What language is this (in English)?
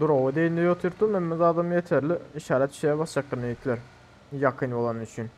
Turkmen